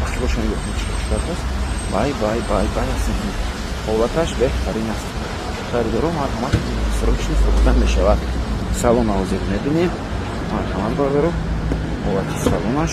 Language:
Tajik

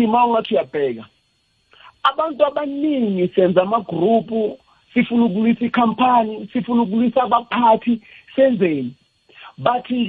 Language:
South Ndebele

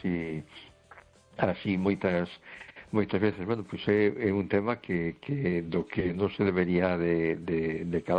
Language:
Galician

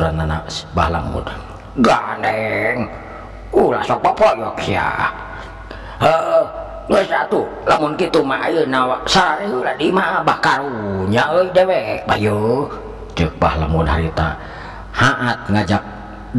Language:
Sundanese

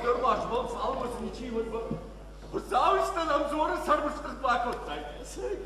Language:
Ossetic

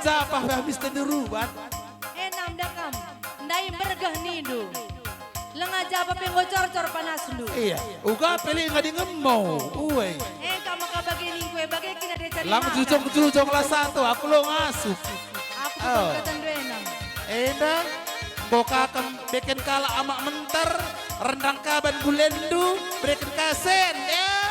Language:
Batak Karo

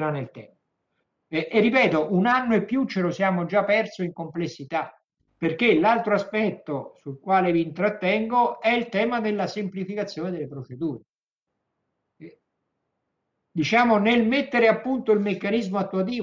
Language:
Italian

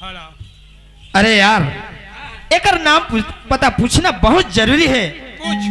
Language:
Chhattisgarhi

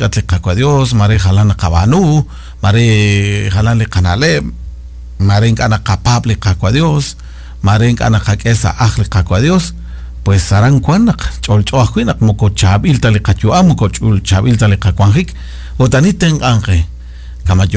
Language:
Kekchí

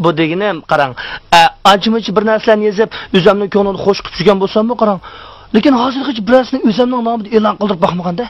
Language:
Uyghur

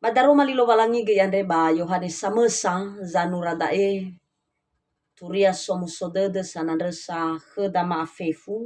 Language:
Nias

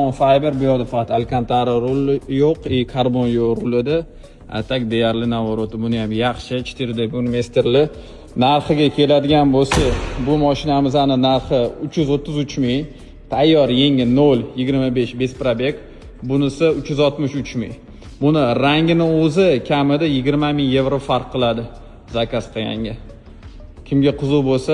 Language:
Uzbek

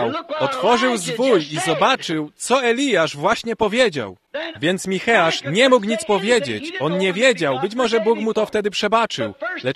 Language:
Polish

